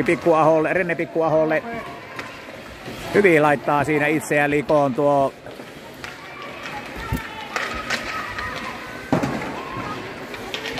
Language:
Finnish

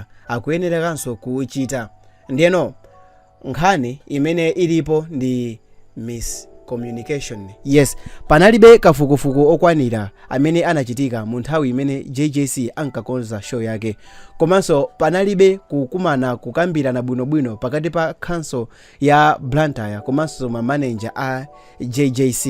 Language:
Nyanja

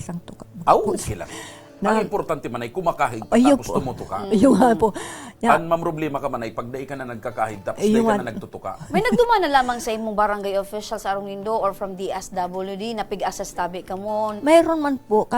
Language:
Bikol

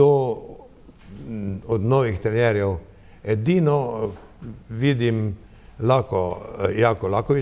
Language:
Slovenian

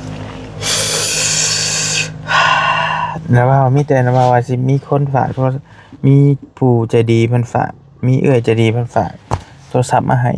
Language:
Lao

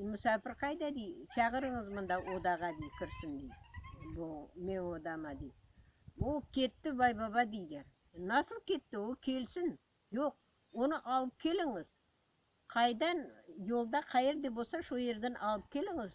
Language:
Crimean Tatar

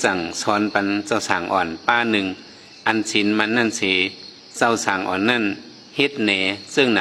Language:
Shan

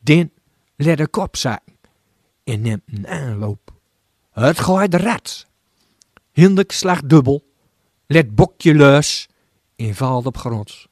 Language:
Gronings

